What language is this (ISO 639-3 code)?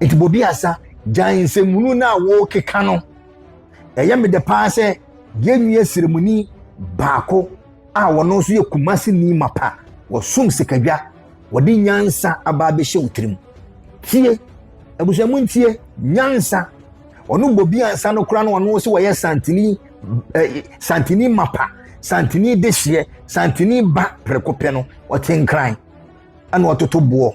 aka